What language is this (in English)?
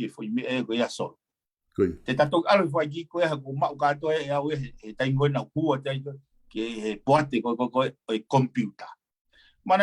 Tongan